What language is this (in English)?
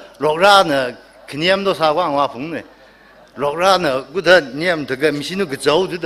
Tangkhul Naga (India)